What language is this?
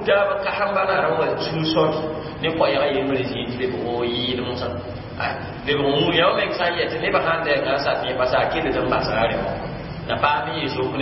Mossi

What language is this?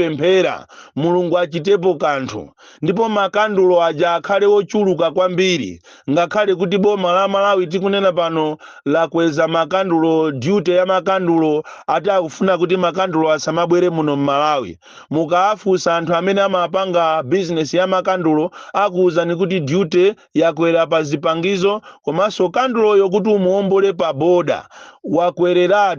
Nyanja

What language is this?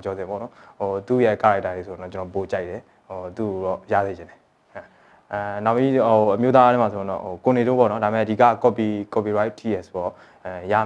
Burmese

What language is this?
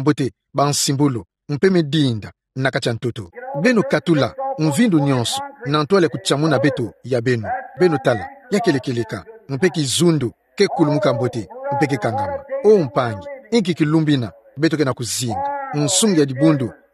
Kituba (Democratic Republic of Congo)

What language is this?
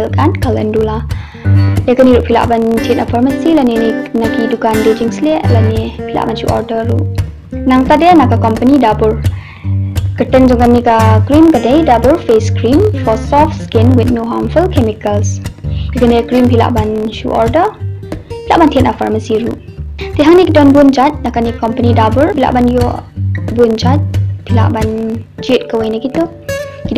Khasi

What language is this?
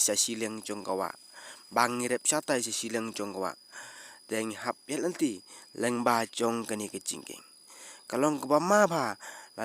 Khasi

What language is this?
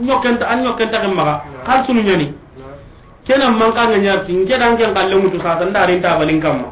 Soninke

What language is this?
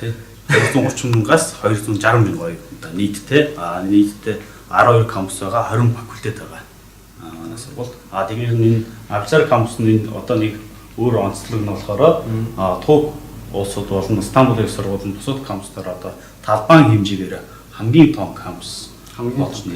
Mongolian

